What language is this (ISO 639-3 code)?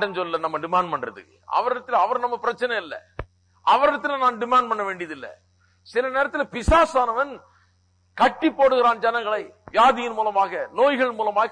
tam